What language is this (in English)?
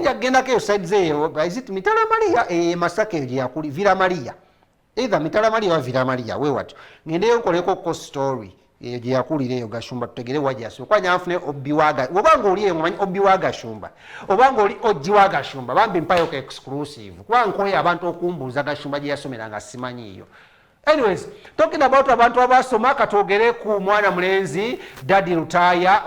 Ganda